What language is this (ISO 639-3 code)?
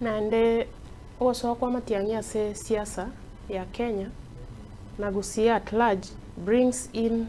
guz